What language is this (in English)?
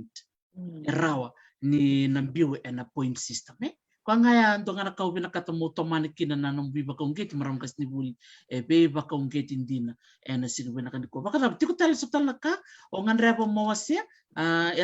Fijian